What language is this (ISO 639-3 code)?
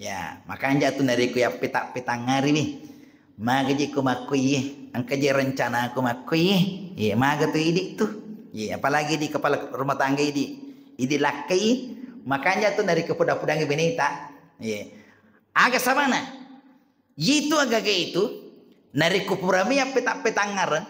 bug